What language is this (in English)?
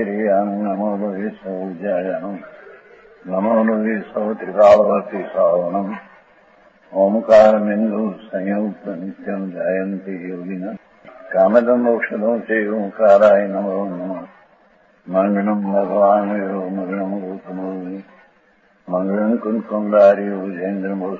Gujarati